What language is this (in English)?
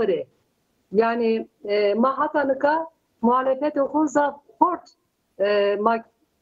Zaza